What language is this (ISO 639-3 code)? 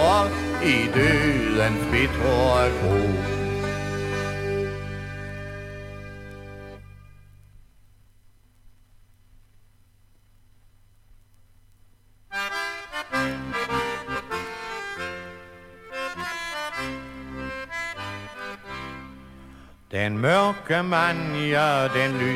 dan